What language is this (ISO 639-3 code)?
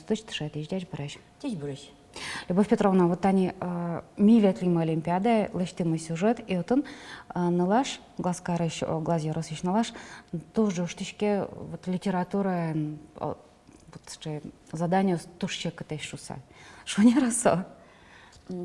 udm